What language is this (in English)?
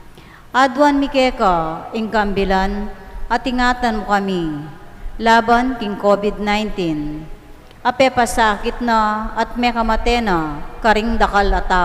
Pampanga